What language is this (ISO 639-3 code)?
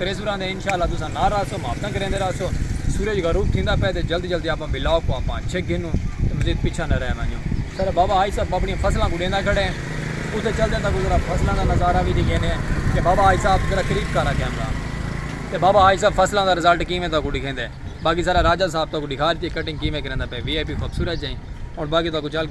skr